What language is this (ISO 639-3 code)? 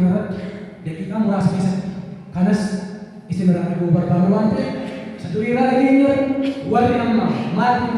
orm